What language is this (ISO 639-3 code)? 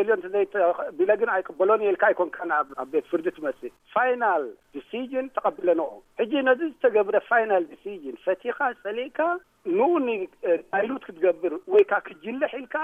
tir